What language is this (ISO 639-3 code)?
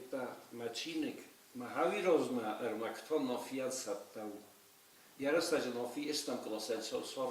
oss